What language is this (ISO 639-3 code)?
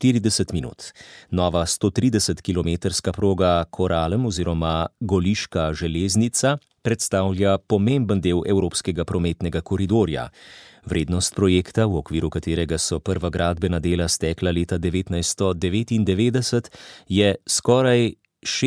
slv